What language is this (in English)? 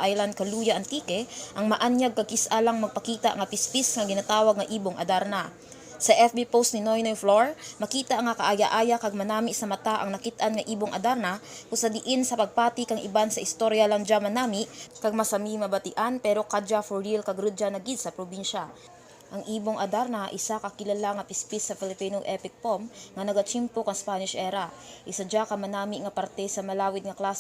Kinaray-a